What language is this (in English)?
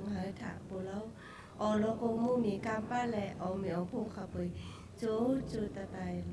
Lahu